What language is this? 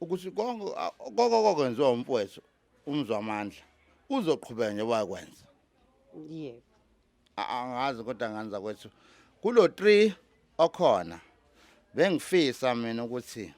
Zulu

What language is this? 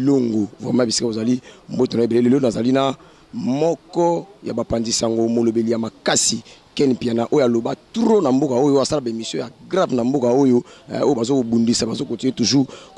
Lingala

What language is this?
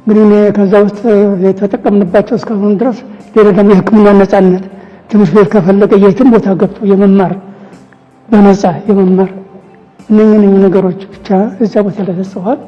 Amharic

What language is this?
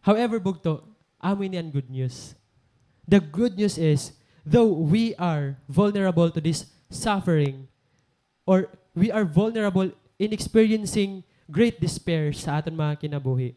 Waray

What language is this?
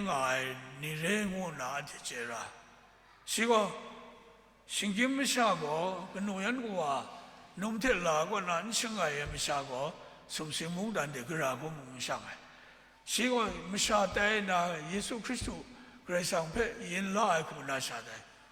Kachin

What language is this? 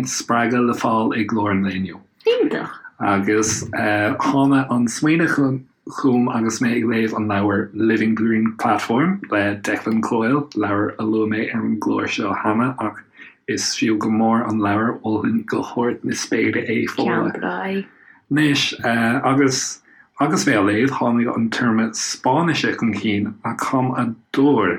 Irish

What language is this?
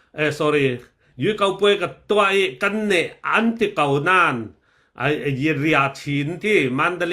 Falam Chin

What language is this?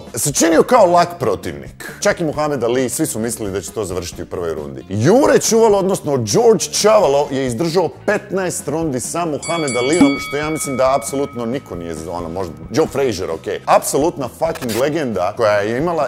Croatian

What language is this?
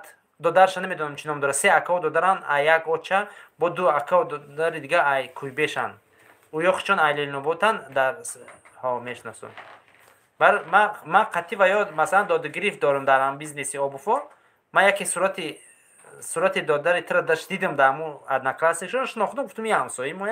Tajik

